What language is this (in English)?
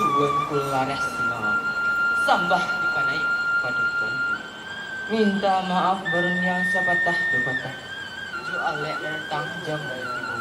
Minangkabau